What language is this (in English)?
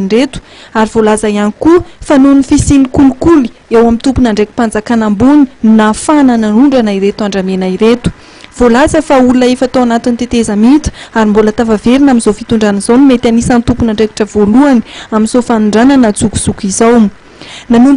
Malagasy